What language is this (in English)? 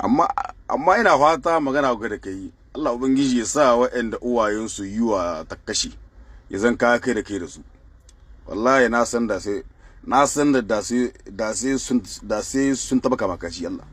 Hausa